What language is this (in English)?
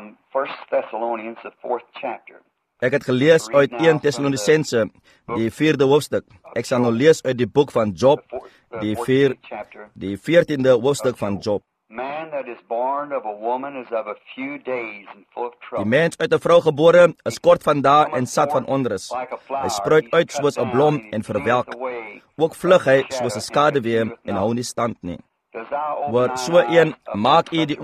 Afrikaans